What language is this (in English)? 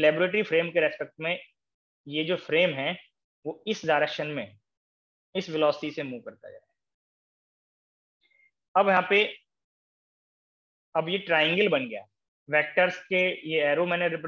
Hindi